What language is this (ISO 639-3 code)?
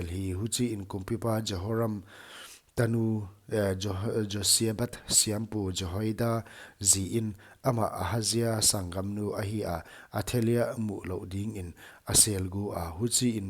pck